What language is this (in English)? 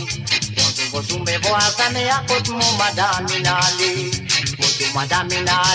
Morisyen